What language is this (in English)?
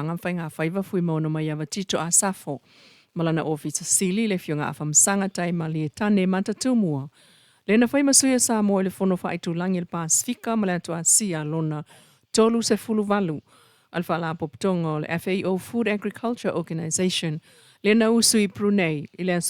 Samoan